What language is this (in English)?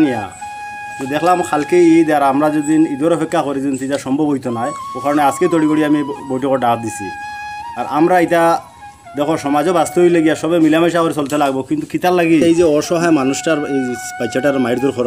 Sylheti